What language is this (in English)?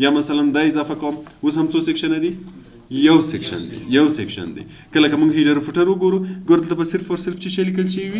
Pashto